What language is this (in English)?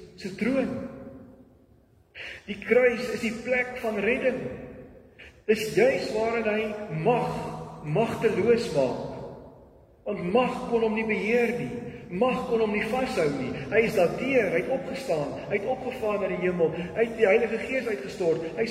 Afrikaans